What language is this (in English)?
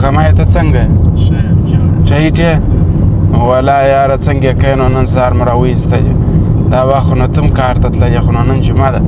Pashto